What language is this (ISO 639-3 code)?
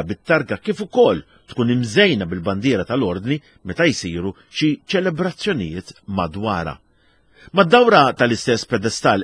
mlt